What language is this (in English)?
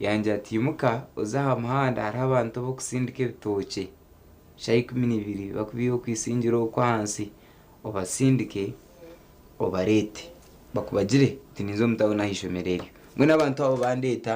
Nyankole